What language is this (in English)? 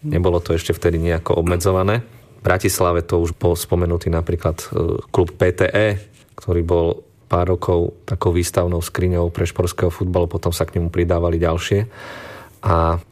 Slovak